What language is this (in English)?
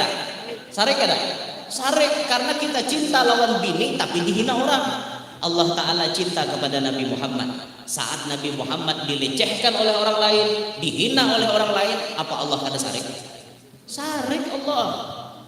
Banjar